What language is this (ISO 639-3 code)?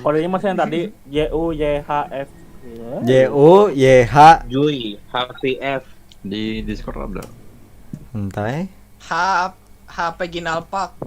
bjn